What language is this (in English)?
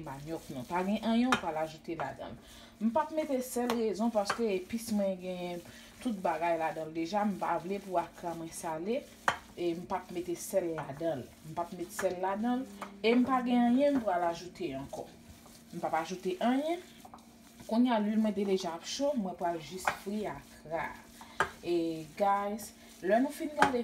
Haitian Creole